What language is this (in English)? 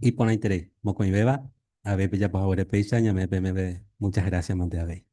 Guarani